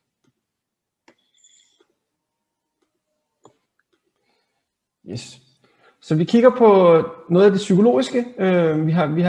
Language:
Danish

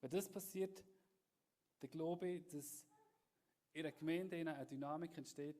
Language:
Swiss German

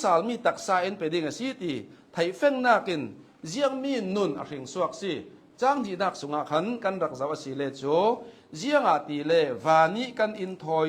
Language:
Hakha Chin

